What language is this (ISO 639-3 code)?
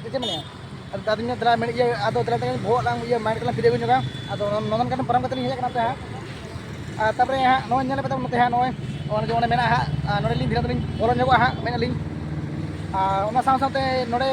sat